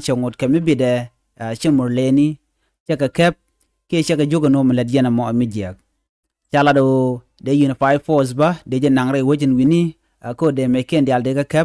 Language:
Nuer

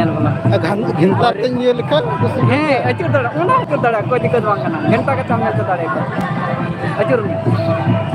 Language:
Santali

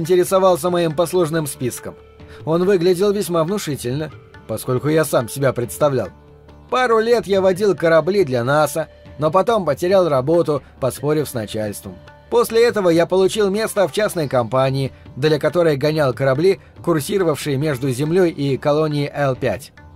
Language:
Russian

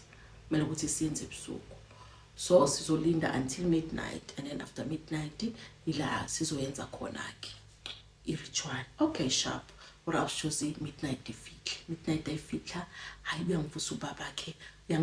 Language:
Zulu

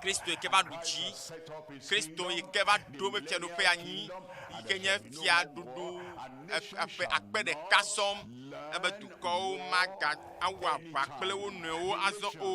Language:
Ewe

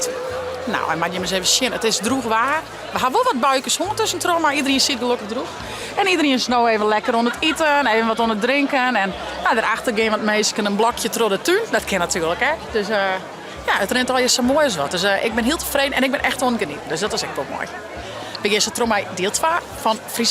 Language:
Western Frisian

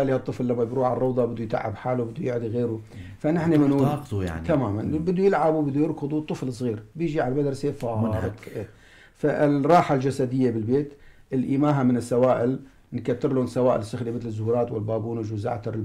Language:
North Levantine Arabic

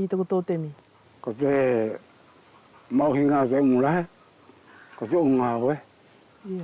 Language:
Wallisian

